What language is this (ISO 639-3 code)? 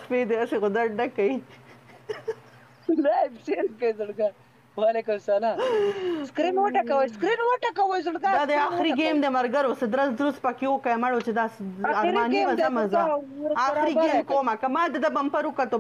pus